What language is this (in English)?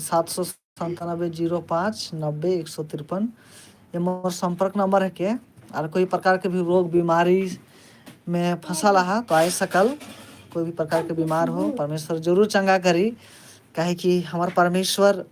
Sadri